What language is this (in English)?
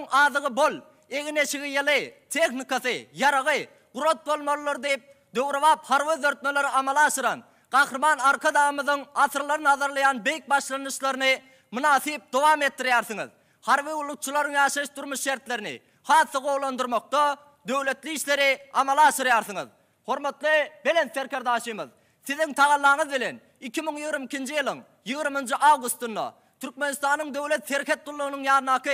Turkmen